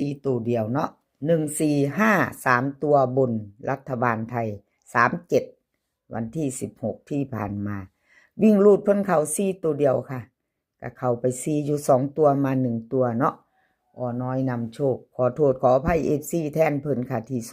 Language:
Northeastern Thai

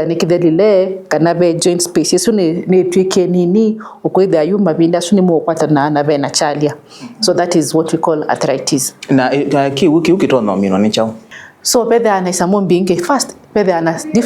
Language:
Kamba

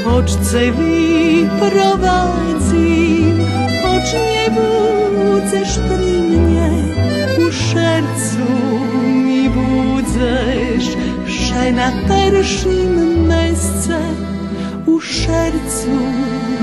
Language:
Rusyn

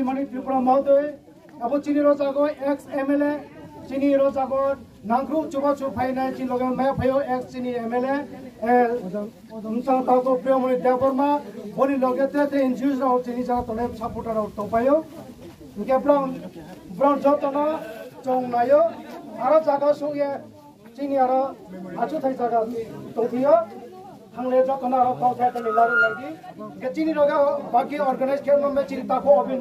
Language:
Riang (India)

